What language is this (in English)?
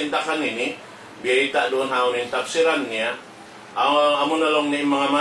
Tausug